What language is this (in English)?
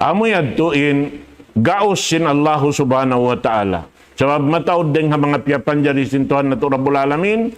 Tausug